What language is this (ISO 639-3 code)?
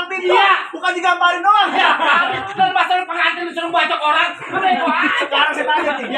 bew